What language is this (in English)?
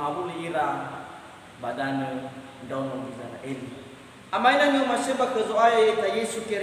Nias